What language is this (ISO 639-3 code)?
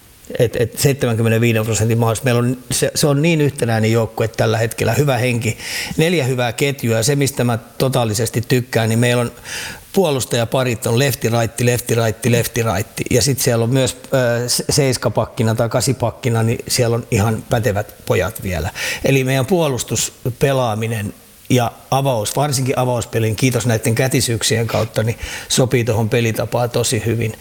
fin